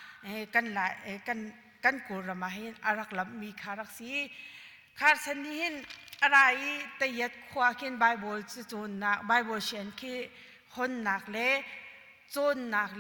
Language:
Hakha Chin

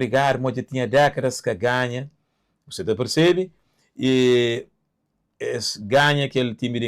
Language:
Kabuverdianu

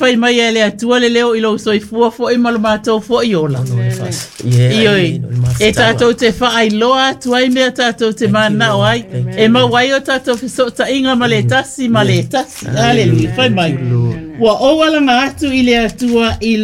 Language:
Samoan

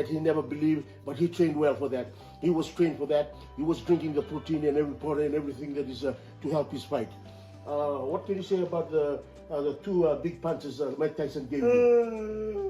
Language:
Fijian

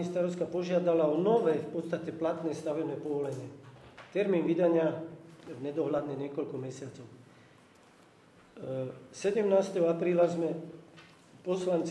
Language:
Slovak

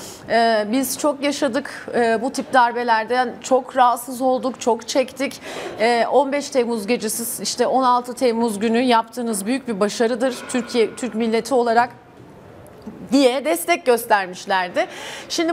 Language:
Turkish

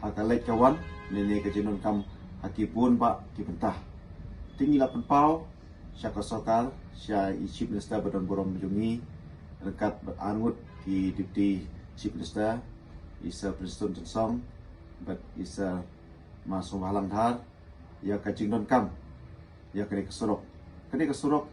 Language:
Khasi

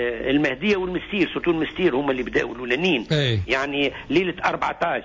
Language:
Tunisian Arabic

